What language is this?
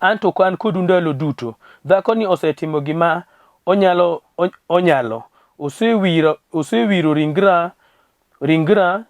Luo (Kenya and Tanzania)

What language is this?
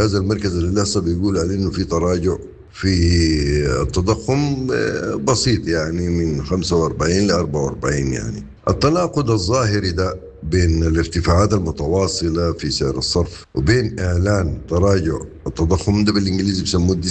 Sudanese Arabic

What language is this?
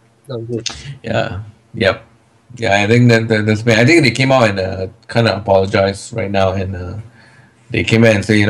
English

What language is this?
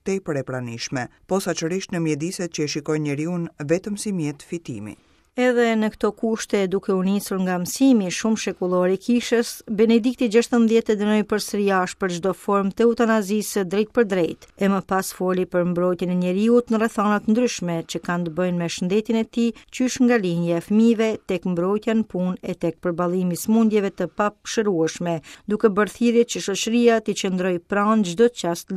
Albanian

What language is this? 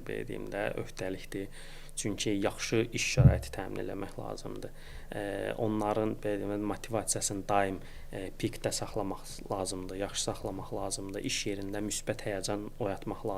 Azerbaijani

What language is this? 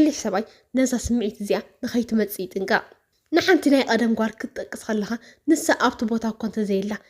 Tigrinya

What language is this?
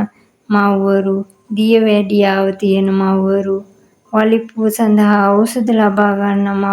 Sinhala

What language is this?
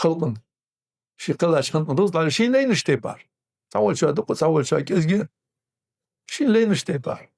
Ingush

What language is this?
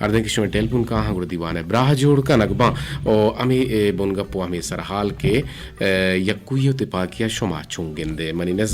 Eastern Balochi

